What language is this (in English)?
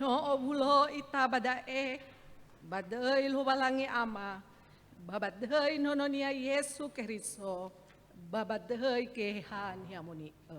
Nias